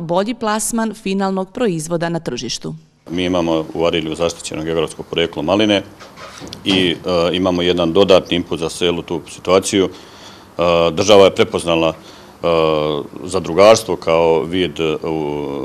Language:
Serbian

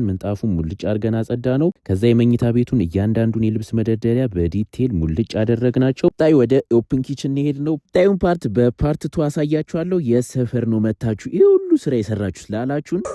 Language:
Amharic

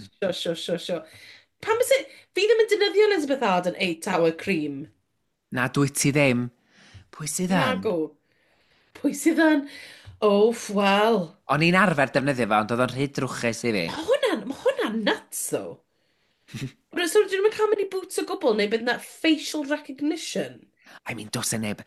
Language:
Welsh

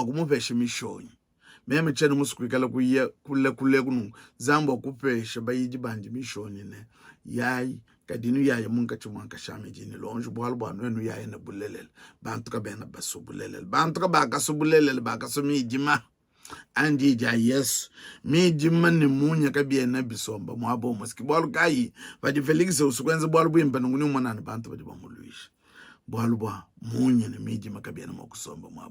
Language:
Luba-Lulua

